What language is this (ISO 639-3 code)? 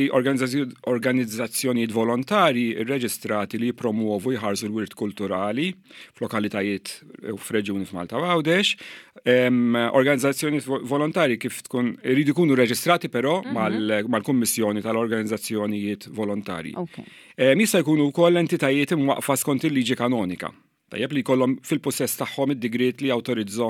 mlt